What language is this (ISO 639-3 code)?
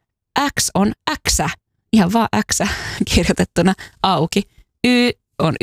fin